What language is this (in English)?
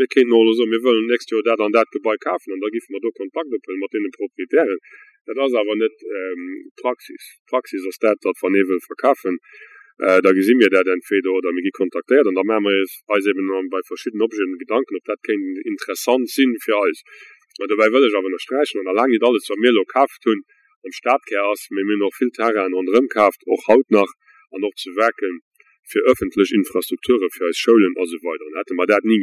Luxembourgish